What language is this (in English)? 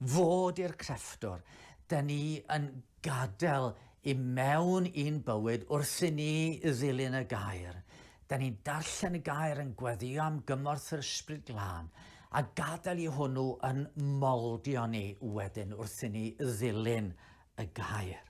Welsh